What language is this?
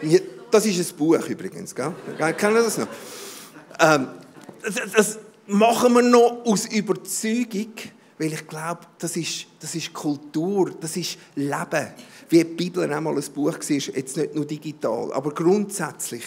Swiss German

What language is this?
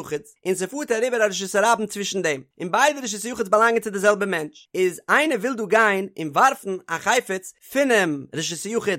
Yiddish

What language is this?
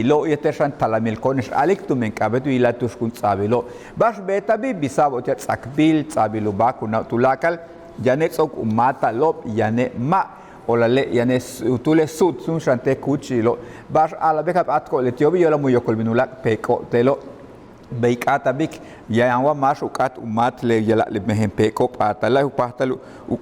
Yucateco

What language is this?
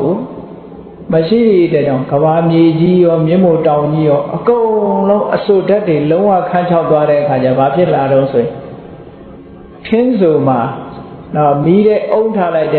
Burmese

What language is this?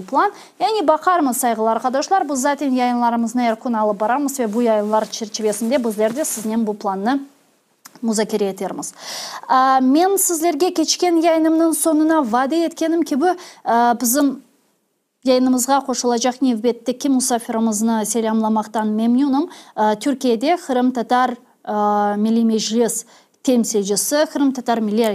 Crimean Tatar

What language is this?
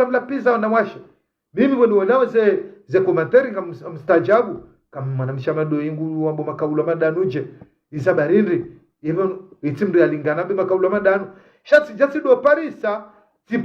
Ngazidja Comorian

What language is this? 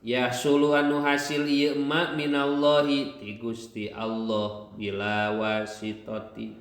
Sundanese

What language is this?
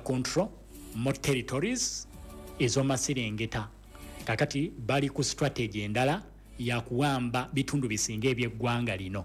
Ganda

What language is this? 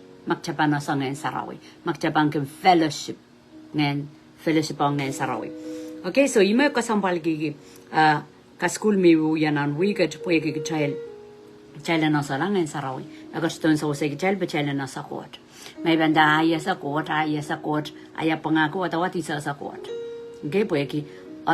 Pohnpeian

